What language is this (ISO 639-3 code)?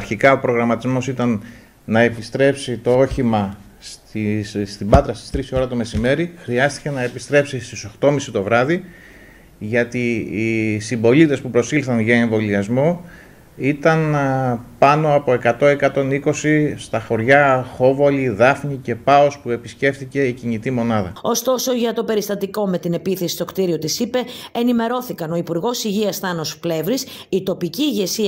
ell